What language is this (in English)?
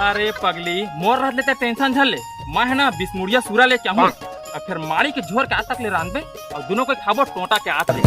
Chhattisgarhi